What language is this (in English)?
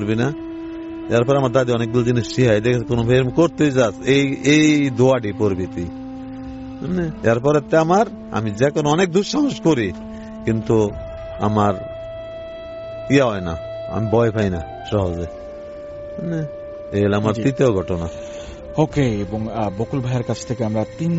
Bangla